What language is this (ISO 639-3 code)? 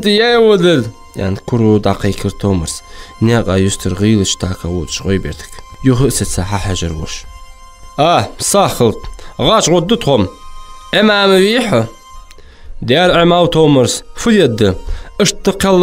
inh